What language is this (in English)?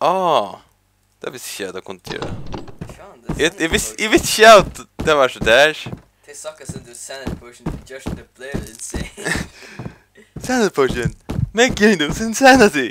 Faroese